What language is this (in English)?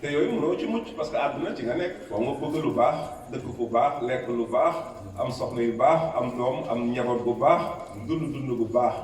Wolof